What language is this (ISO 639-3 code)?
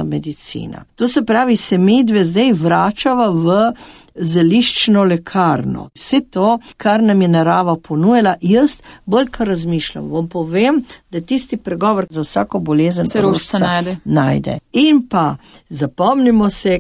slv